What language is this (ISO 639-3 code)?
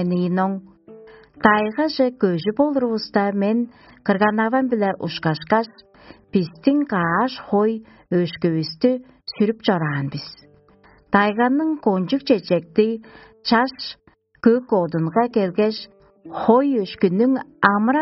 tyv